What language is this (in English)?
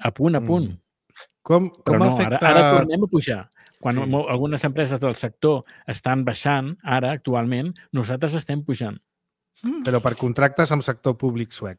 Catalan